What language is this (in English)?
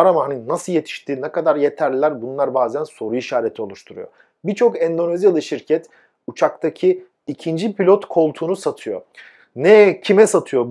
Turkish